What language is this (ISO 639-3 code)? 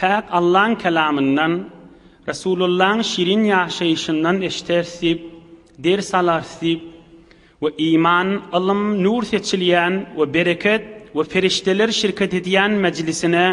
tuk